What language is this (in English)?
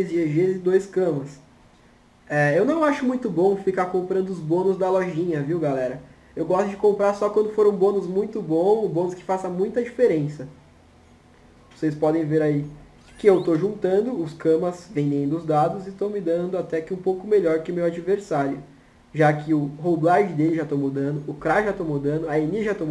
Portuguese